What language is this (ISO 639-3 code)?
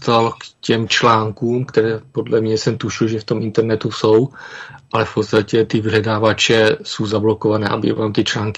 ces